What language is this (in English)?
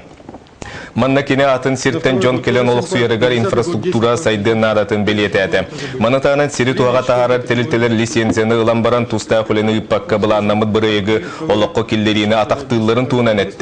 Yakut